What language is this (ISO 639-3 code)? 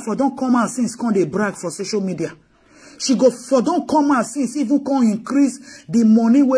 pcm